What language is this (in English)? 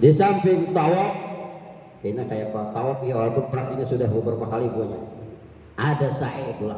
Banjar